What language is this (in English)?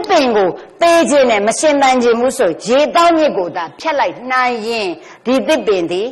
Burmese